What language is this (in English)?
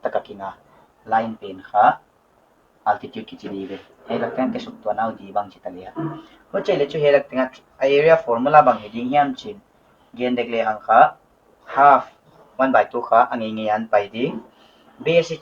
Paite Chin